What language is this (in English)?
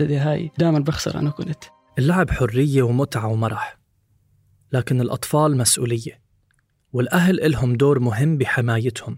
North Levantine Arabic